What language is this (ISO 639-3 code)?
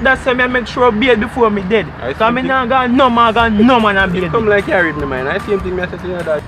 jam